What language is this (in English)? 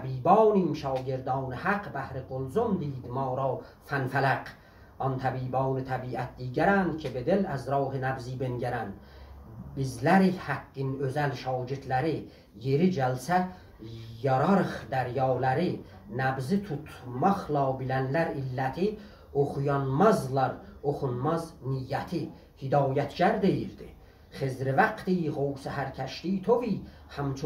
South Azerbaijani